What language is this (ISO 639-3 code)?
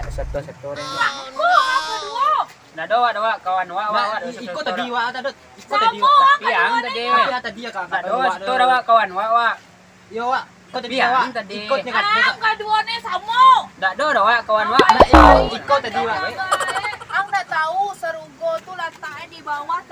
min